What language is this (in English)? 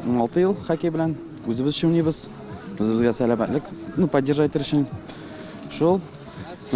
Tatar